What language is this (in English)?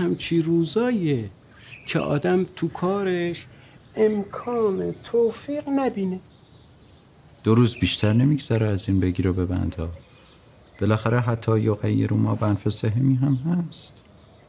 Persian